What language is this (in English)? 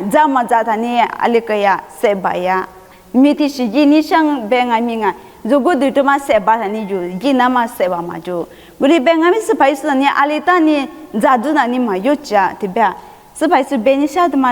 Lisu